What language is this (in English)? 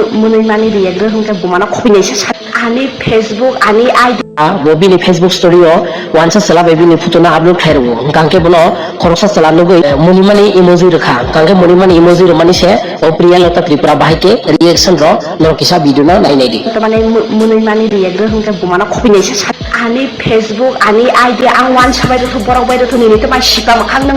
Kok Borok